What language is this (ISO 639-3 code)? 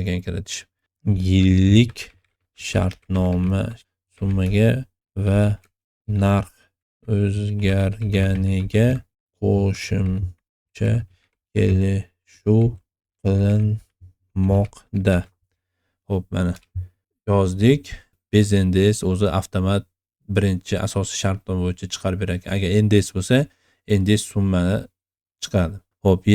uzb